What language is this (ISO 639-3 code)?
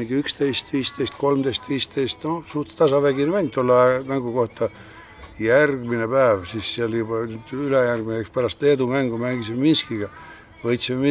est